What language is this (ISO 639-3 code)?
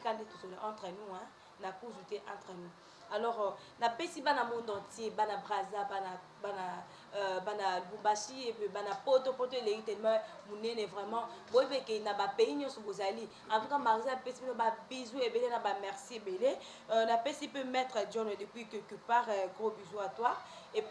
lin